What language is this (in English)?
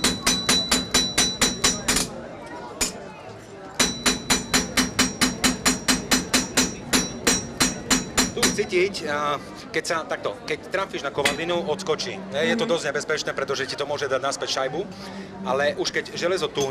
Slovak